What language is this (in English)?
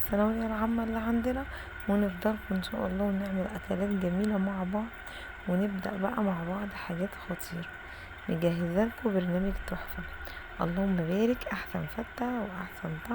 Egyptian Arabic